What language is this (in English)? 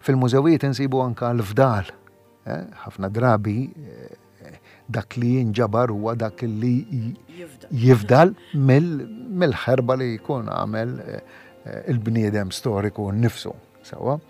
Maltese